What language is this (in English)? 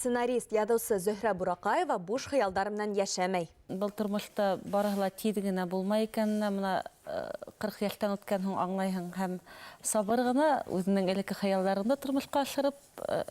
Bashkir